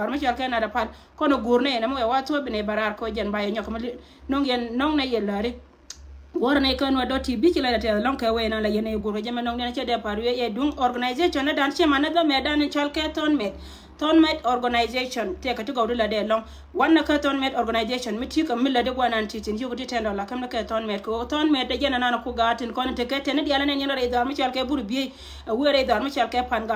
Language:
Nuer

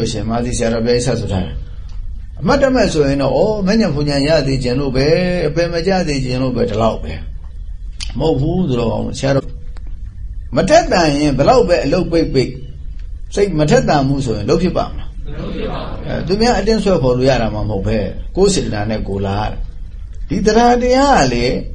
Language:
Burmese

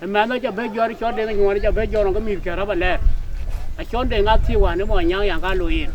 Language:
Dinka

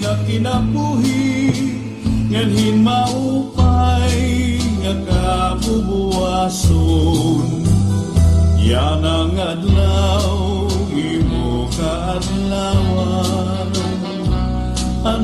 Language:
Waray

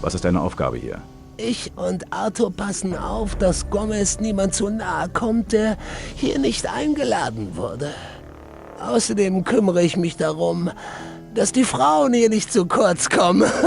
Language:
Bavarian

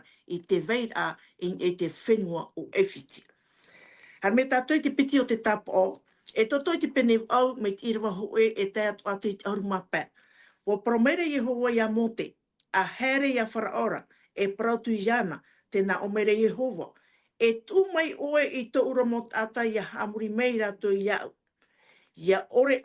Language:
Tahitian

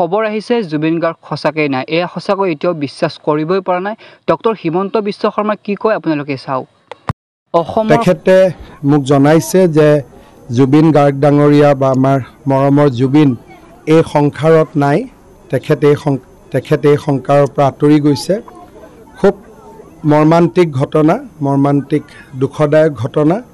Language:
Assamese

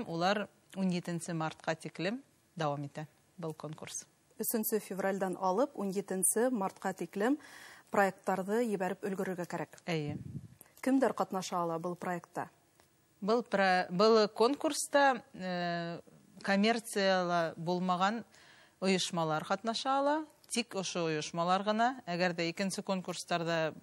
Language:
Bashkir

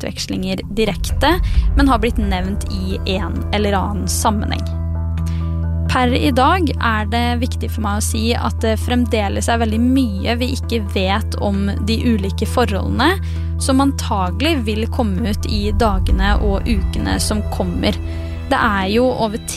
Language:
Norwegian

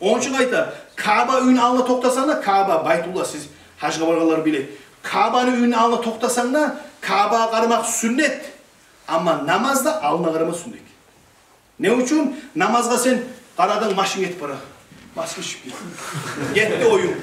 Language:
Kumyk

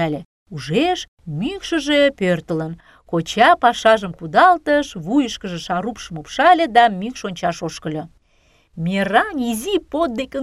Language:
Mari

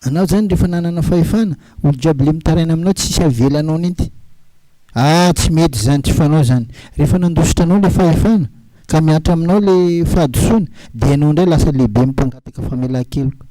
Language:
Malagasy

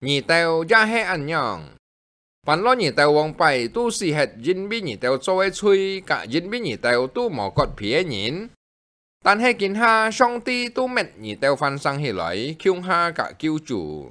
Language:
Hakka Chinese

